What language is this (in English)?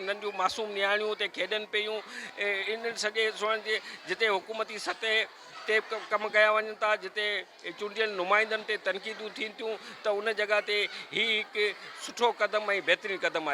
Sindhi